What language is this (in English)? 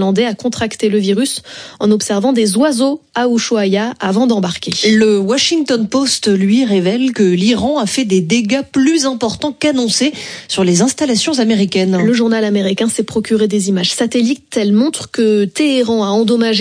French